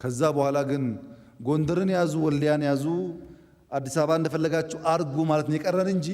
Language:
Amharic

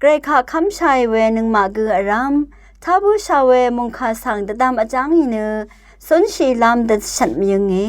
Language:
Rawang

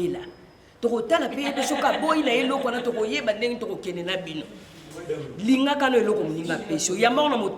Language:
Lingala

